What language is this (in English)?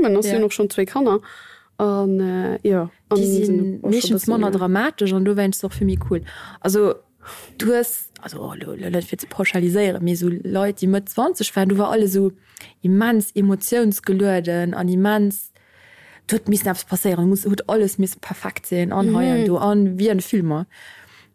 Luxembourgish